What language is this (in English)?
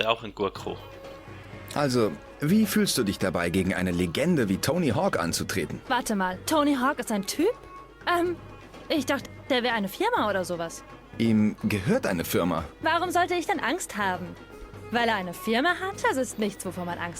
Swiss German